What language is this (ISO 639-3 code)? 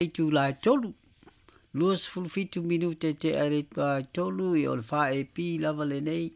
smo